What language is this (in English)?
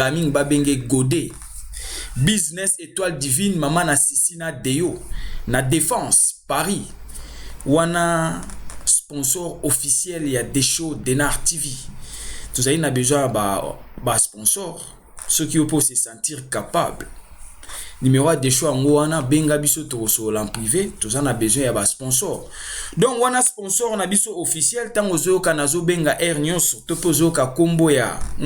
Lingala